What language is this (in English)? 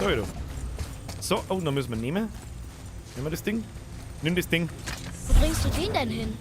Bavarian